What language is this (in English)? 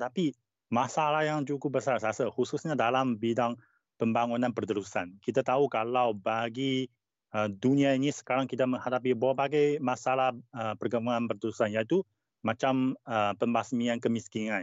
Malay